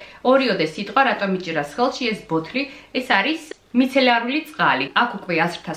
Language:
Georgian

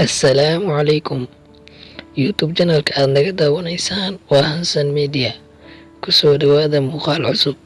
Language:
Somali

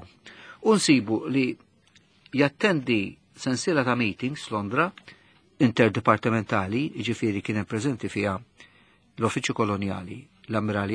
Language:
Maltese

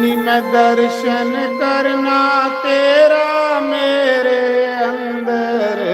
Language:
Dogri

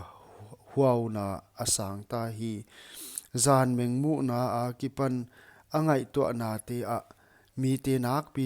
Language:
Paite Chin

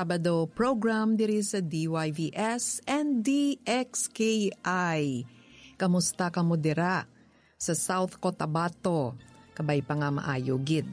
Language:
Hiligaynon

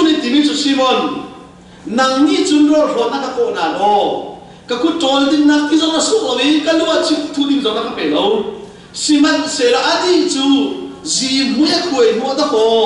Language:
Hakha Chin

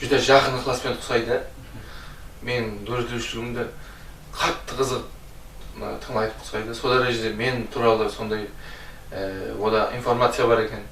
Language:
Kara-Kalpak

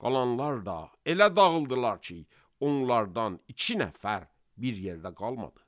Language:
Azerbaijani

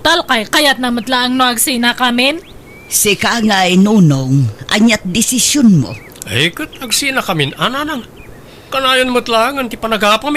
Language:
Iloko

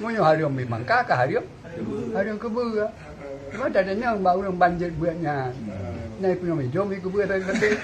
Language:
Achinese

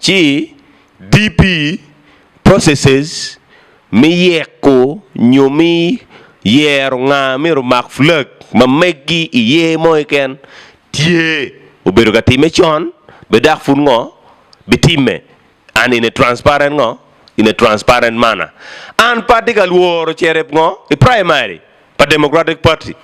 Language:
Acoli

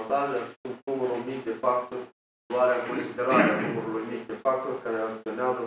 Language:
Romanian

